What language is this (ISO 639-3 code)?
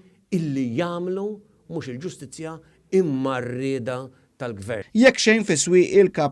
mlt